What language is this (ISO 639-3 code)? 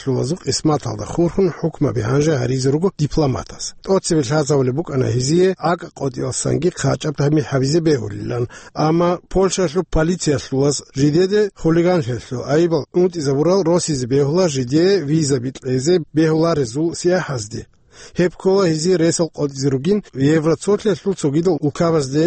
ava